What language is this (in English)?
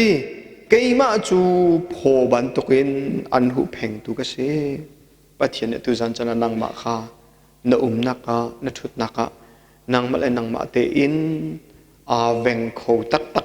Hakha Chin